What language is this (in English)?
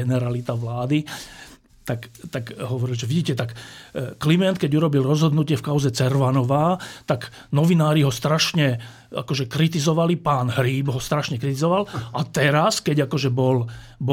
Slovak